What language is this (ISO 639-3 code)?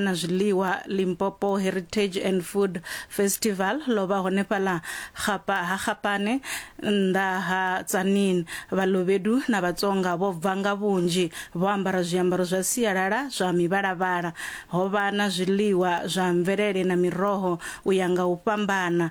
ven